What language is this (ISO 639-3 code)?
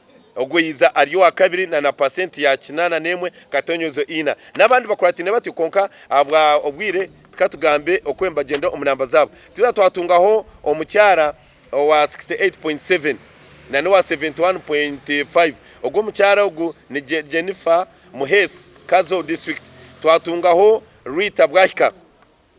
nyn